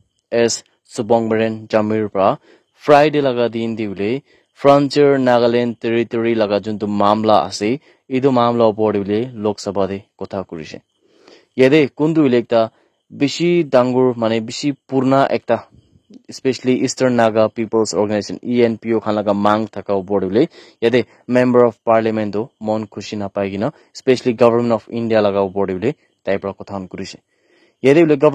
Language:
Naga Pidgin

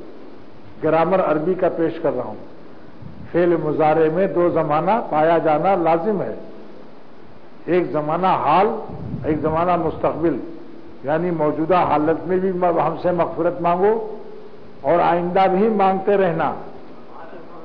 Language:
Urdu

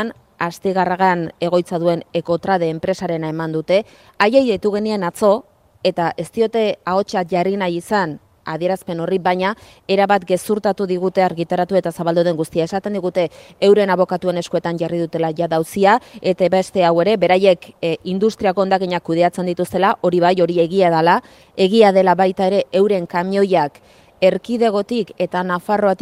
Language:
Basque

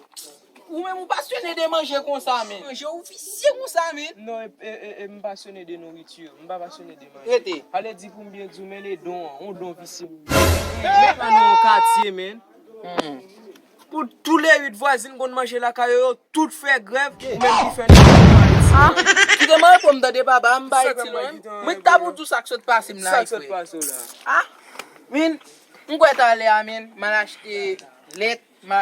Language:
Haitian Creole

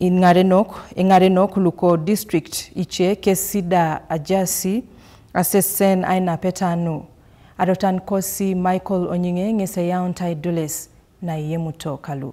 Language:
Teso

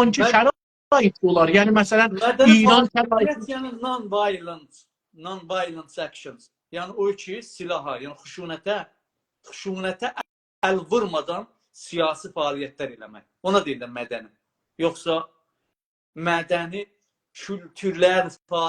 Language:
South Azerbaijani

